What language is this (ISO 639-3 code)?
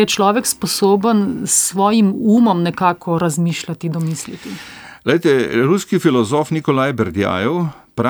slv